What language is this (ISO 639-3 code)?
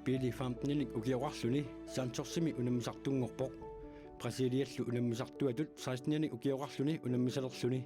kal